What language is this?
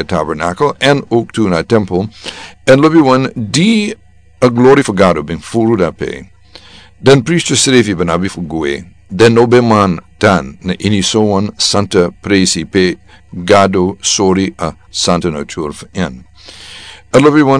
Sranan Tongo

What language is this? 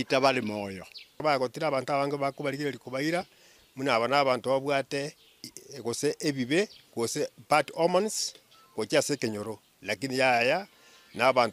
Gusii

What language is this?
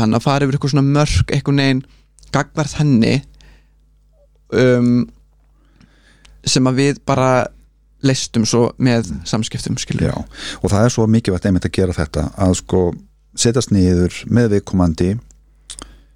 Icelandic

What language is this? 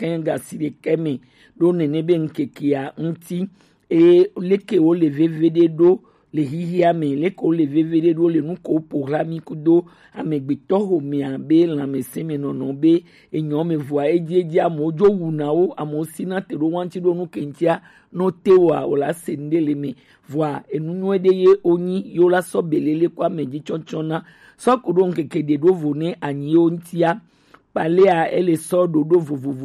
Gen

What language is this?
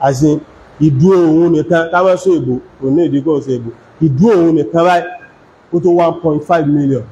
Yoruba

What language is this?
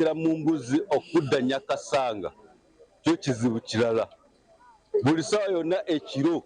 Nyankole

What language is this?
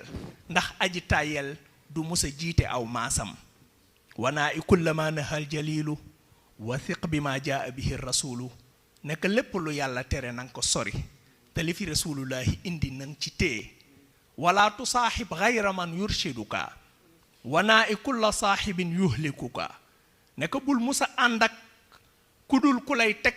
Wolof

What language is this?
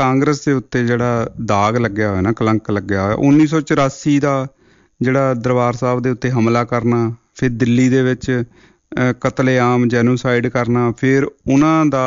Punjabi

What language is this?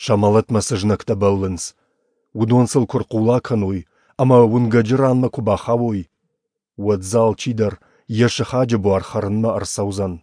Ossetic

